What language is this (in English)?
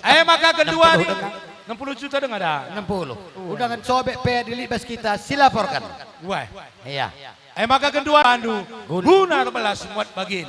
Batak Karo